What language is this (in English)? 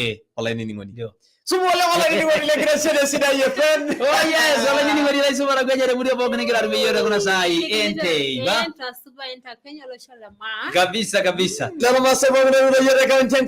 Masai